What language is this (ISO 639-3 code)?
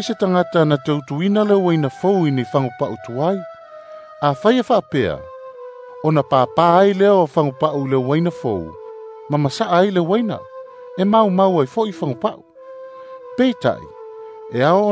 smo